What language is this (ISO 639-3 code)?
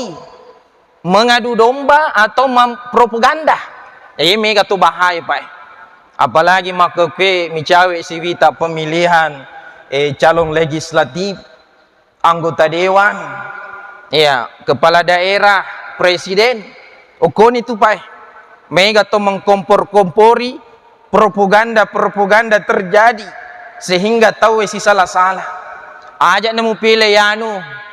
bug